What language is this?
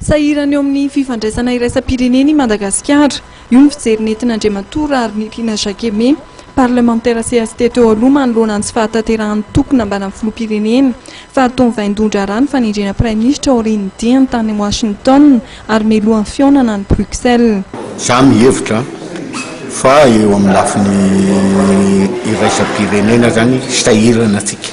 Malagasy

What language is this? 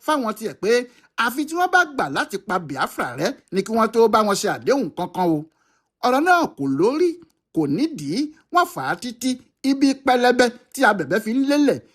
Yoruba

